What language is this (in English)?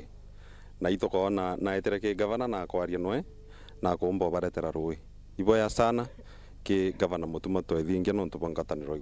Meru